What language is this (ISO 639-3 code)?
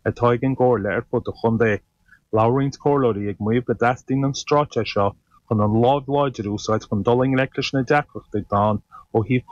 gle